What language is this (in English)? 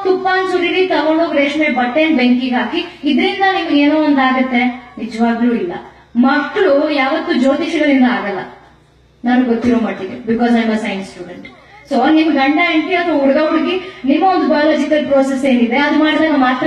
Kannada